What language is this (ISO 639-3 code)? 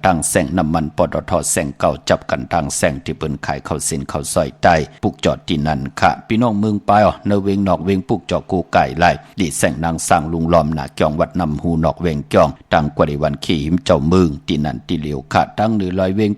shn